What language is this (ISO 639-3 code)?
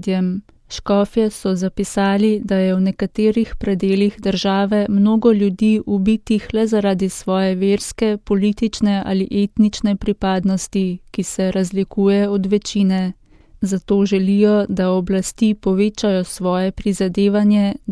slv